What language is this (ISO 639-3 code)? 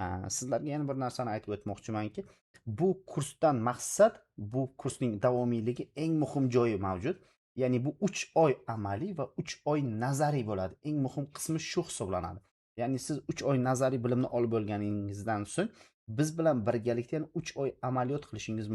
uzb